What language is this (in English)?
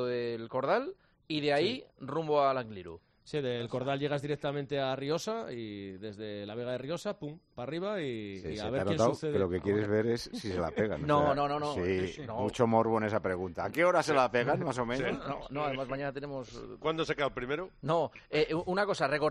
Spanish